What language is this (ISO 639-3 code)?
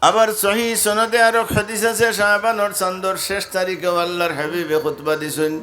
syl